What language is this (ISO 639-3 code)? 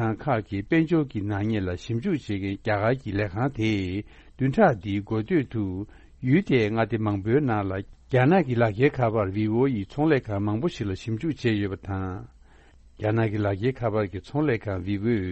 bod